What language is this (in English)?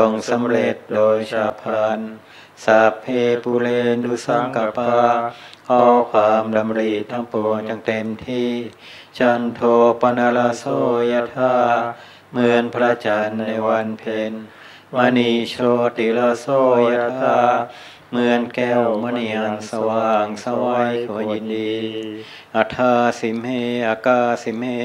Thai